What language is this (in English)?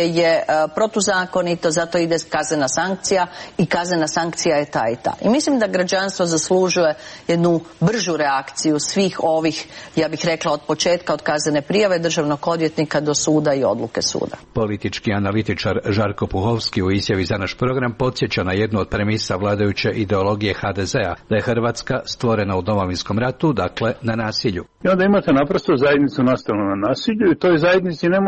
Croatian